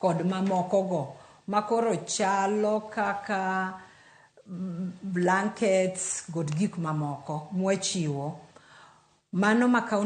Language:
Luo (Kenya and Tanzania)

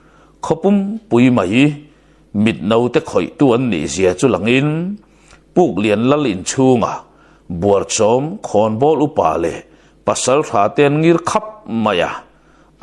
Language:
Mizo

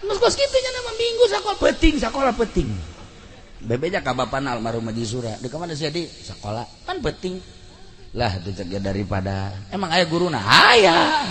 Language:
Sundanese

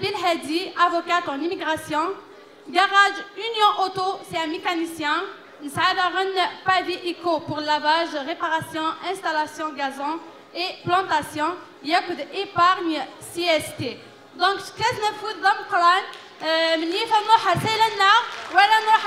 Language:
Kabyle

